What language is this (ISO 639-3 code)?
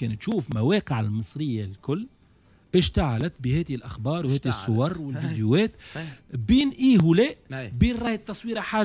aeb